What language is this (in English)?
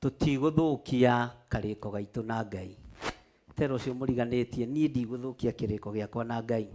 Kikuyu